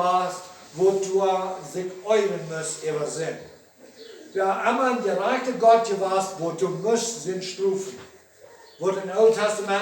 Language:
Plautdietsch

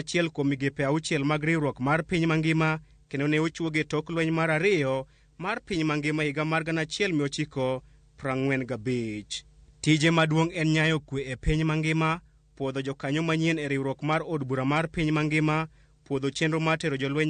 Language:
Luo (Kenya and Tanzania)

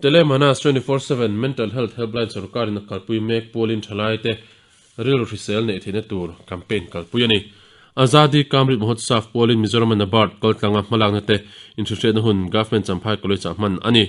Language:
Mizo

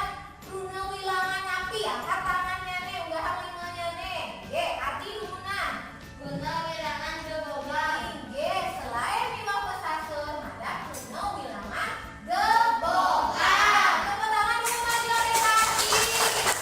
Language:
Balinese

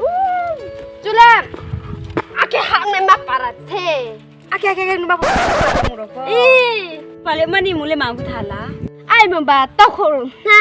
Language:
Riang (India)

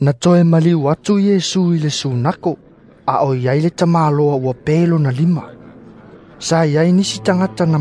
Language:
Samoan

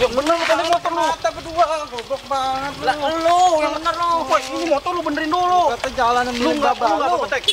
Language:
Betawi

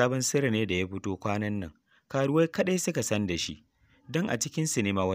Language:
Hausa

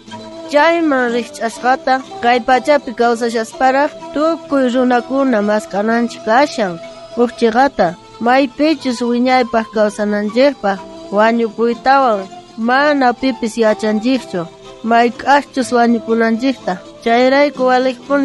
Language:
South Bolivian Quechua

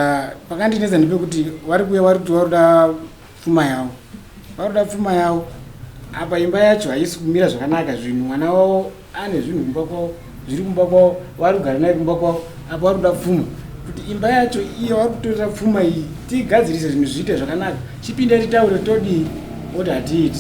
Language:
Shona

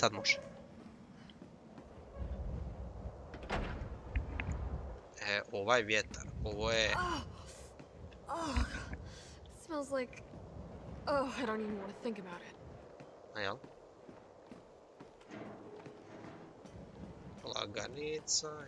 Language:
Croatian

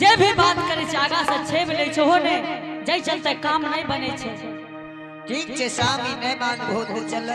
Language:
Angika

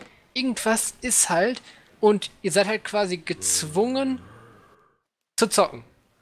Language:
German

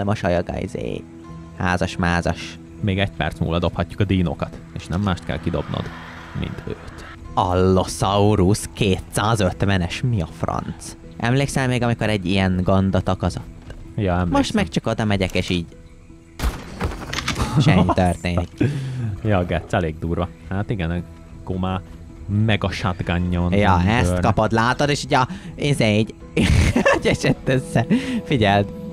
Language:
Hungarian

